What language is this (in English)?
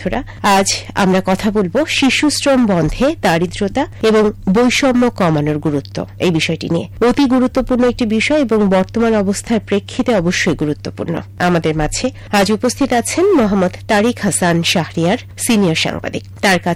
Bangla